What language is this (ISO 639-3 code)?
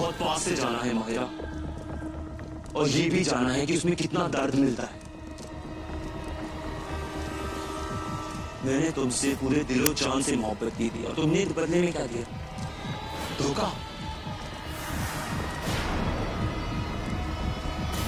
hin